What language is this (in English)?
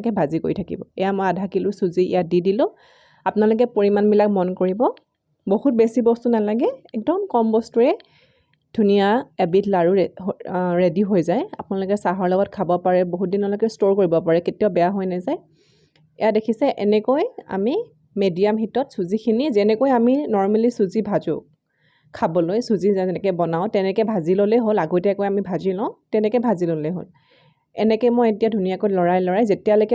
Assamese